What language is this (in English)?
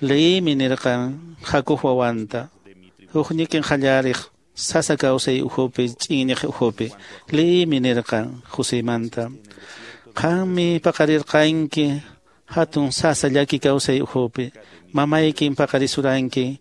Quechua